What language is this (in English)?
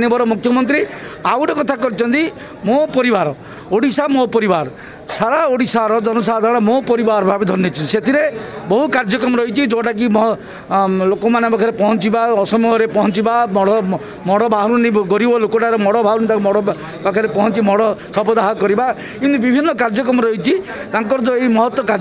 Odia